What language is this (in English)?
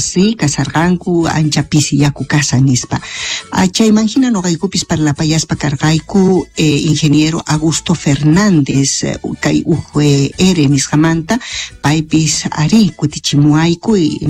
Quechua